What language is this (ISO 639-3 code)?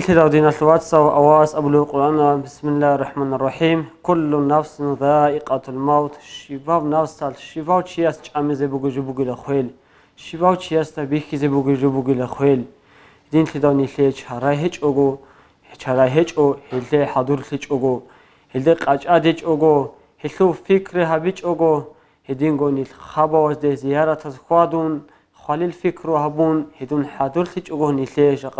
ava